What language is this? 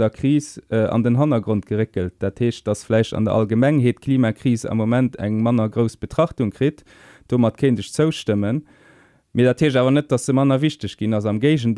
Luxembourgish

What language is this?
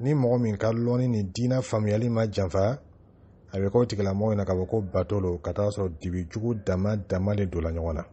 Dyula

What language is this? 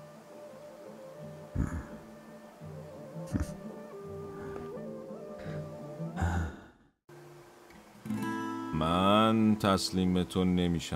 Persian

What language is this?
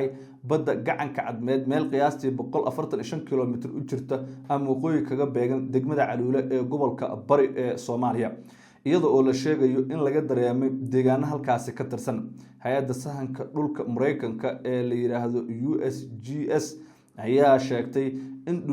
Somali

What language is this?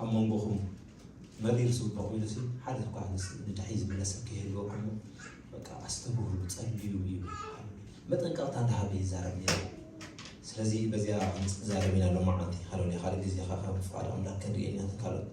Tigrinya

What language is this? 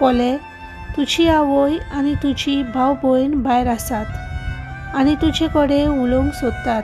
Konkani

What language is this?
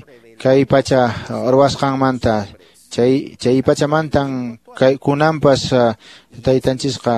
Quechua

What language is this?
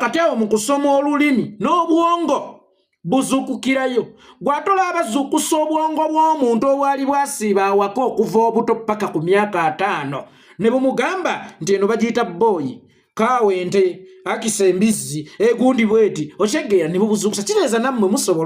Ganda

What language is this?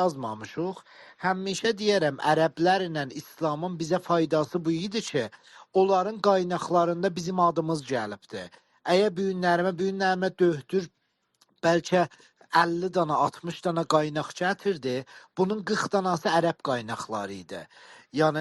South Azerbaijani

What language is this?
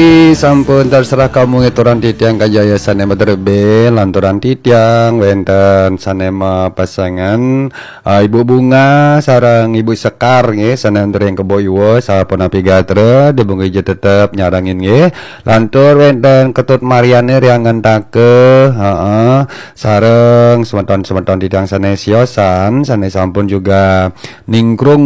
Balinese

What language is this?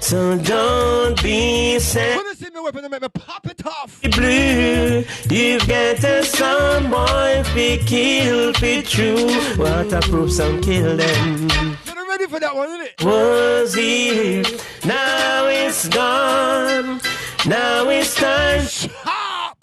Jamaican Creole English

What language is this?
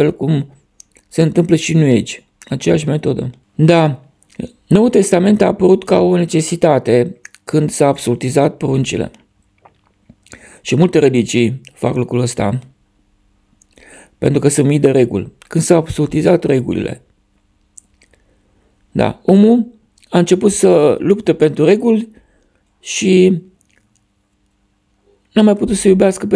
Romanian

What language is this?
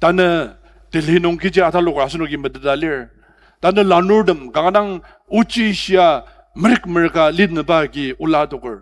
Ao Naga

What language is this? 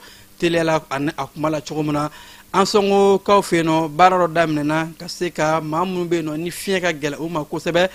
Bambara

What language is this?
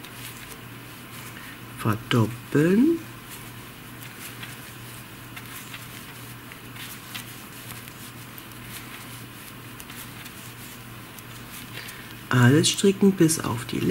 German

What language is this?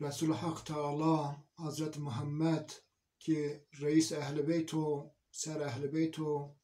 Zaza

